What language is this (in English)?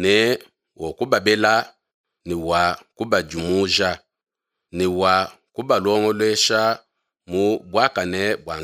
Luba-Lulua